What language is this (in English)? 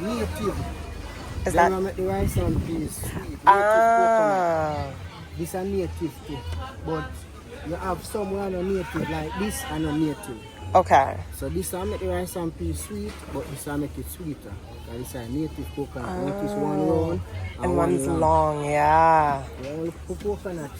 Jamaican Creole English